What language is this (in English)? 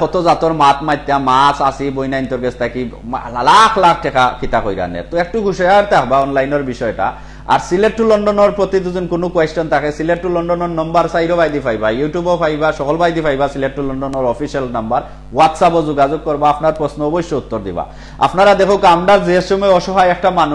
Sylheti